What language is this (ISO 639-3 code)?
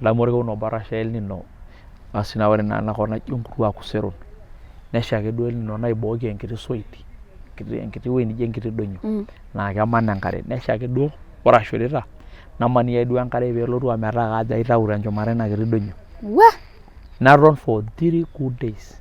mas